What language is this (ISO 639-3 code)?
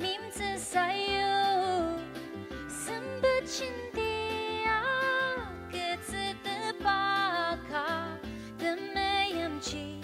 njo